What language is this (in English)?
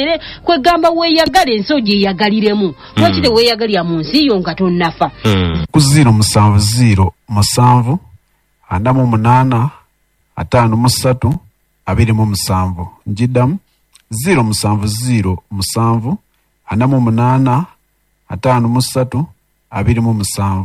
Ganda